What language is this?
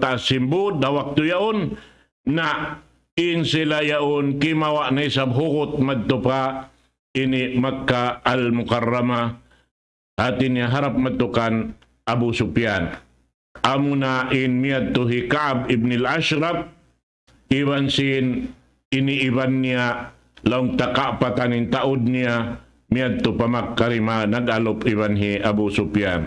Tausug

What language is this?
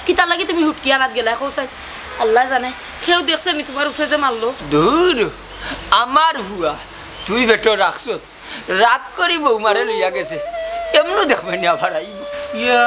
Sylheti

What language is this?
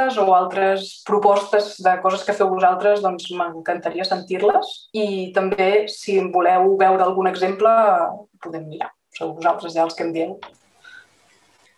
Catalan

